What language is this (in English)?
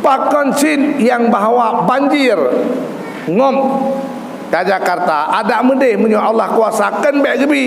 Achinese